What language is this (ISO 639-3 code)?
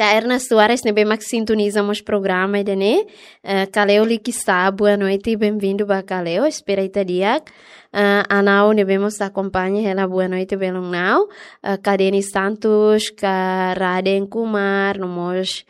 tet